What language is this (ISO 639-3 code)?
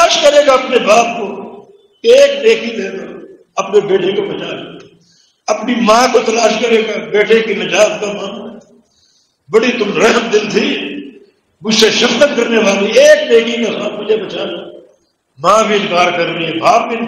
urd